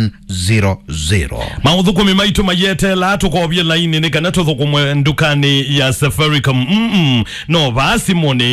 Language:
Kamba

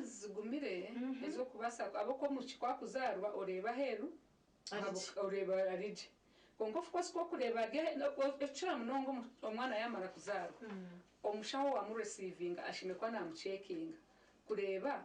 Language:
Nyankole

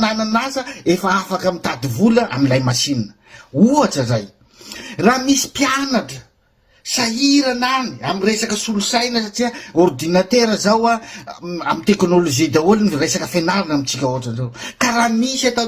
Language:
Malagasy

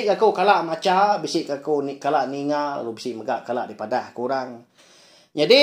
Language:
Iban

